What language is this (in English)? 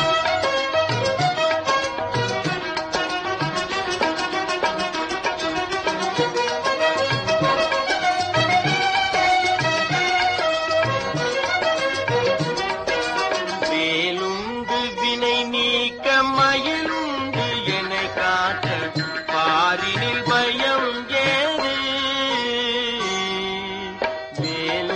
Tamil